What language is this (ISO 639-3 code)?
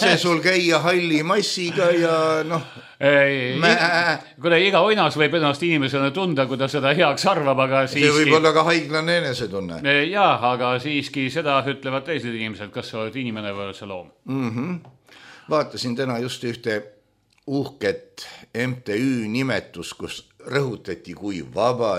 est